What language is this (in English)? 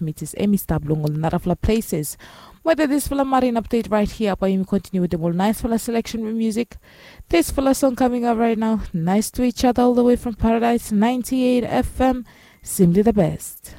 Bislama